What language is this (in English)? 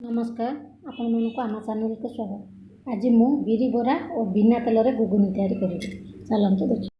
Odia